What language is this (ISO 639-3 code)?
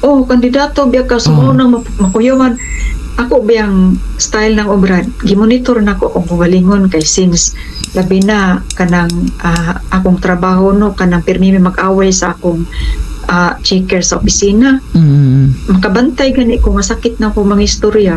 ceb